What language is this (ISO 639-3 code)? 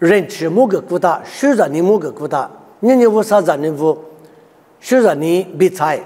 lis